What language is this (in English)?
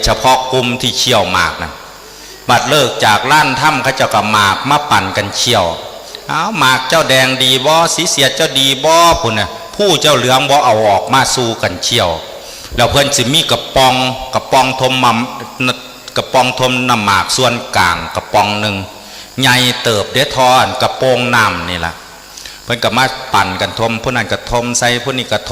Northeastern Thai